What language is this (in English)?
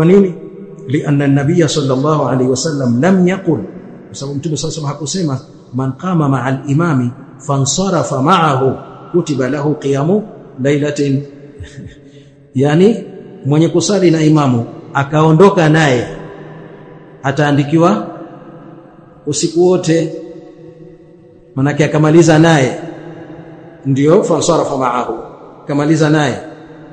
Swahili